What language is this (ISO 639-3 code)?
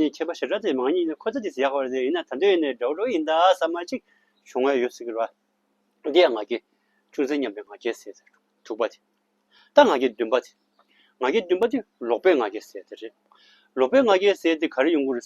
bod